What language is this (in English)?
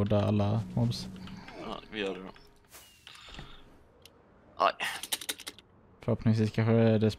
Swedish